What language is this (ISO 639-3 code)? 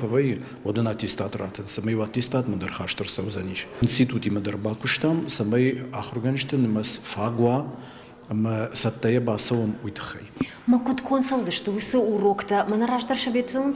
oss